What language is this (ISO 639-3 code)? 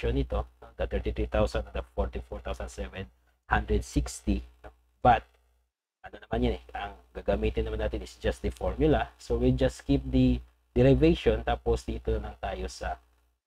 fil